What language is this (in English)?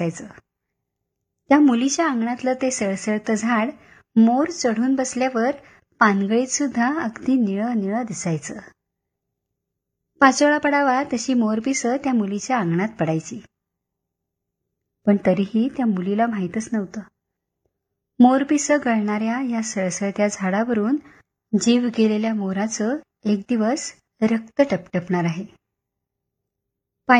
Marathi